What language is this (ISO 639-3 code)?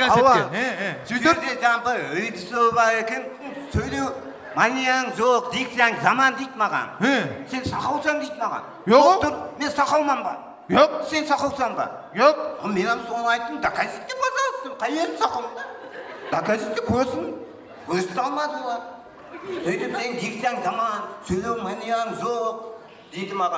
kaa